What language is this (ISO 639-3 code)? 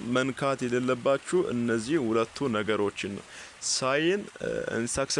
amh